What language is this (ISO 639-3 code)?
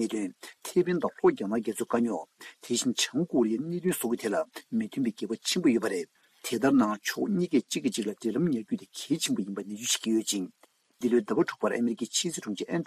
bod